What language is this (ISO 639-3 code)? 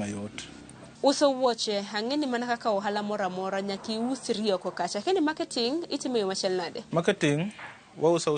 luo